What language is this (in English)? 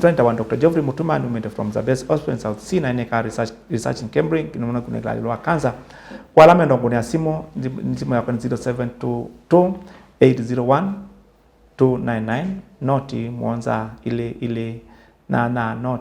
Kamba